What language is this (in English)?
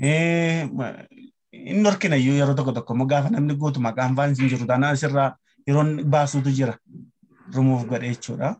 Oromo